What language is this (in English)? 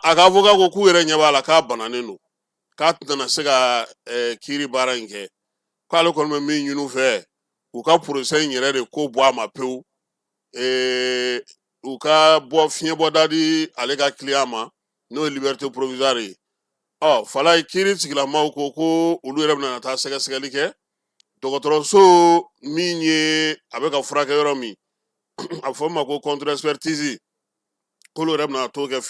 Bambara